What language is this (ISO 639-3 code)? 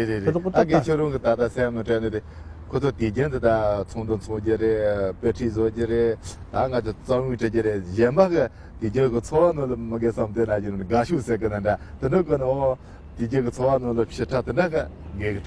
bod